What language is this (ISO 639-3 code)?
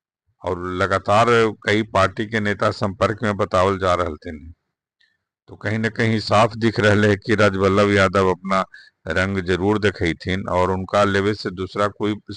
mag